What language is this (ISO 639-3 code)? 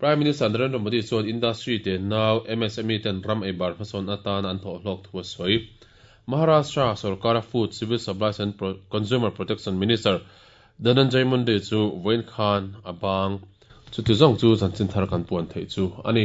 lus